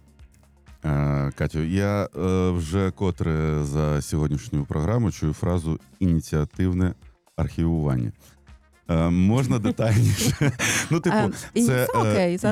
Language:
Ukrainian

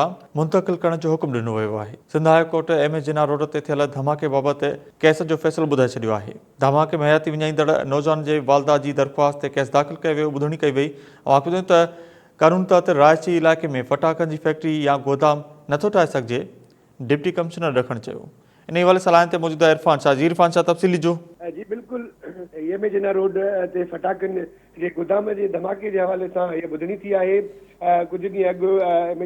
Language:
Sindhi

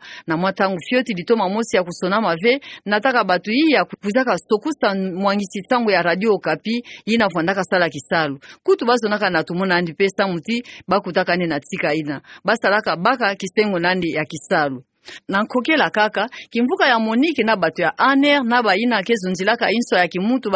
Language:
Kituba (Democratic Republic of Congo)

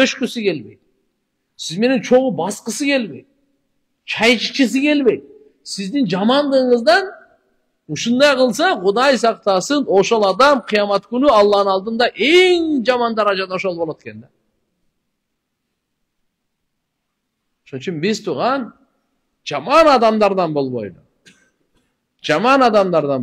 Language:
Kyrgyz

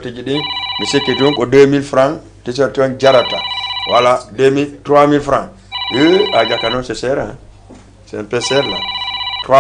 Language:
Fula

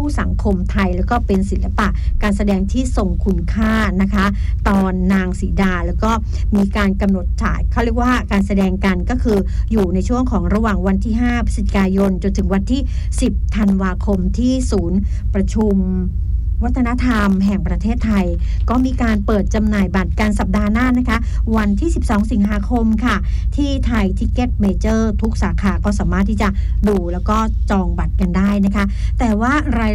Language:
Thai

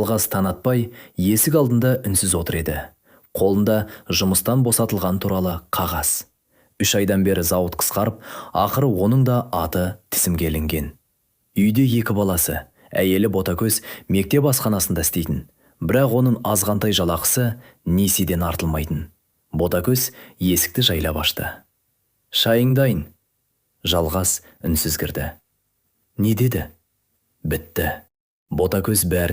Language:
Kazakh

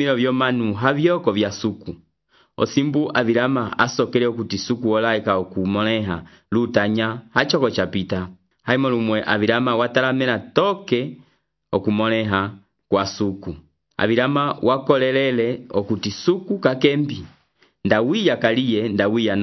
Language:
Umbundu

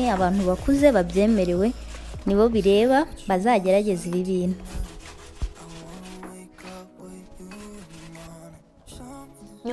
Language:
Kinyarwanda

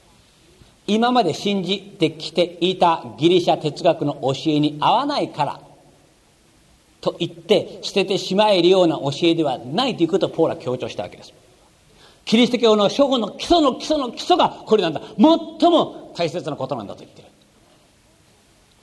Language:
Japanese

